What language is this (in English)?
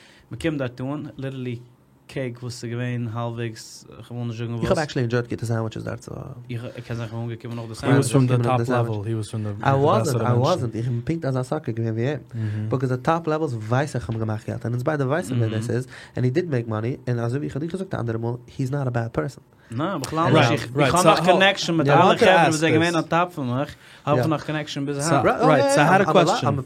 Yiddish